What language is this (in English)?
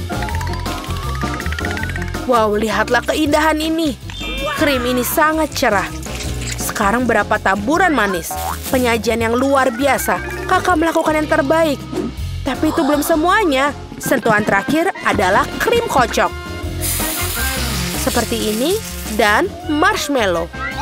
Indonesian